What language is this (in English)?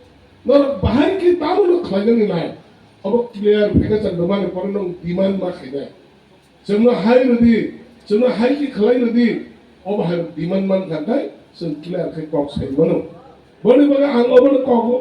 Kok Borok